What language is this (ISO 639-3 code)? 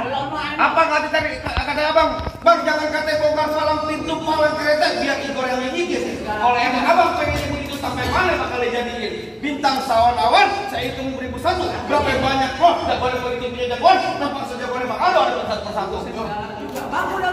bew